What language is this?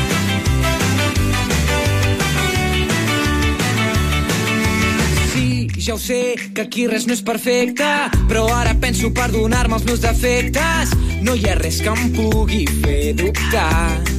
Catalan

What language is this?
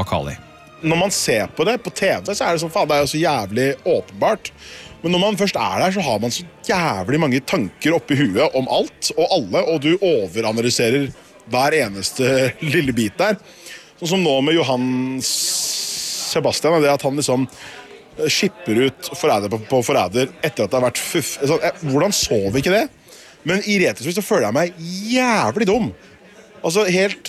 Norwegian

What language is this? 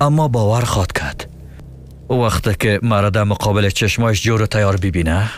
Persian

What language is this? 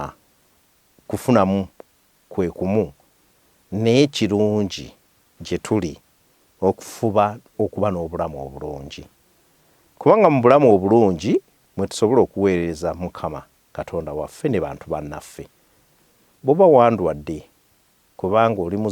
Ganda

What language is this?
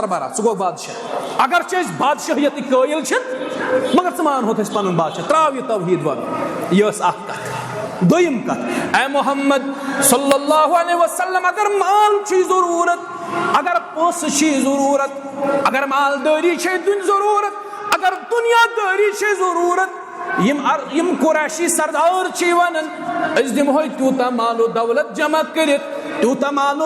Kashmiri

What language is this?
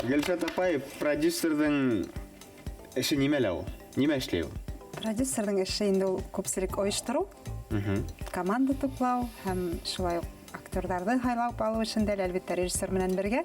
Bashkir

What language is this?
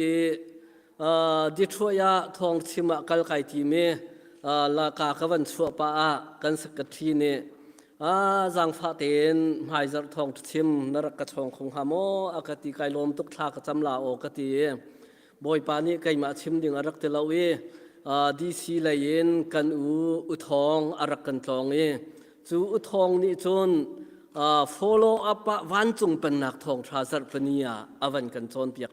Hakha Chin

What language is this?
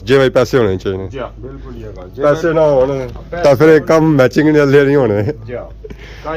Pahari-Potwari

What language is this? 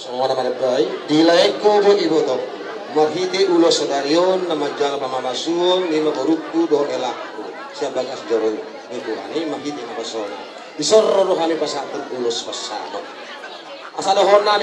Batak Toba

